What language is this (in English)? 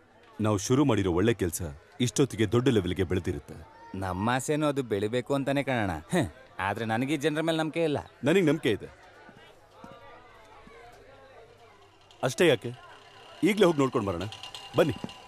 Kannada